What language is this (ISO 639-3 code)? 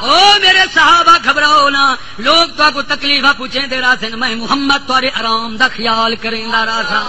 skr